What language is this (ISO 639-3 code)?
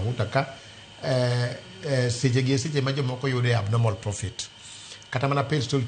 luo